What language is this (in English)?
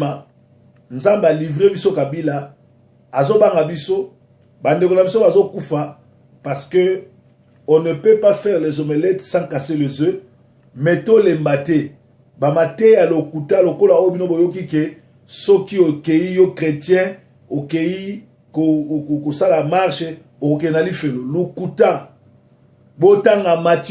Lingala